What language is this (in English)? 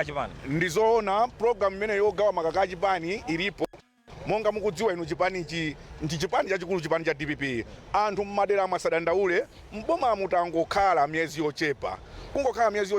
Nyanja